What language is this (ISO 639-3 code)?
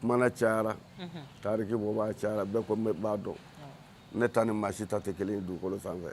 bam